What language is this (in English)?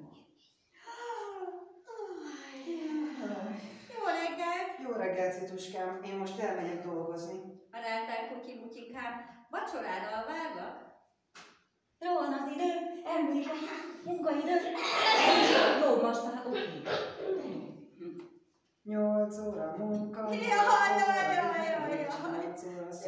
Hungarian